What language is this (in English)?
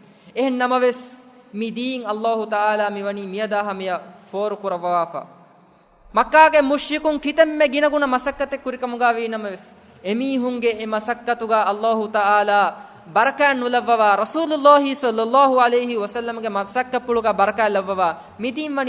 Divehi